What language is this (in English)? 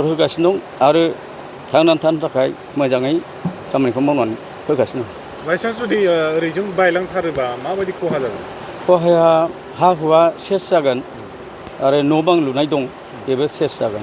Bodo